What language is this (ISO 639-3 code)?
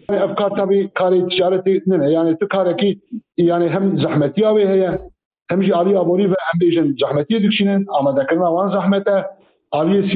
kur